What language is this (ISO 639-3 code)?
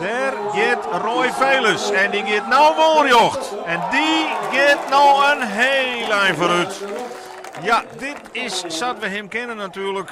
fry